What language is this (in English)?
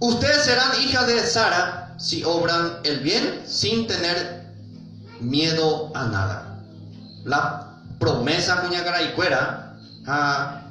Guarani